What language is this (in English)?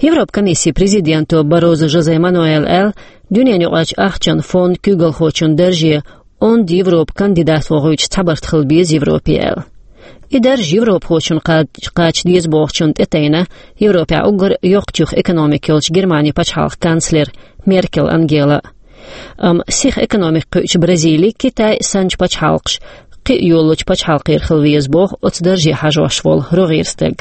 Chechen